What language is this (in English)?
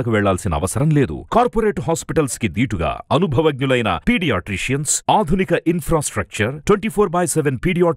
Telugu